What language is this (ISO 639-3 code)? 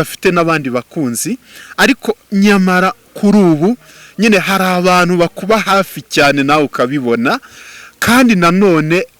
kin